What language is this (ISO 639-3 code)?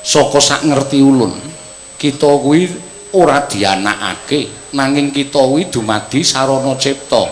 jav